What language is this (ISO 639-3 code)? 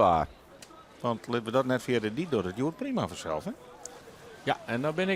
fry